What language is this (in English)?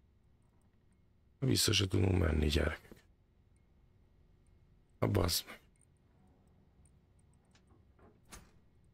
Hungarian